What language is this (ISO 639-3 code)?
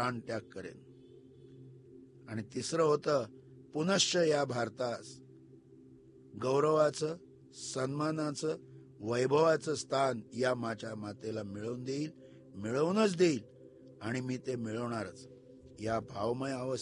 mar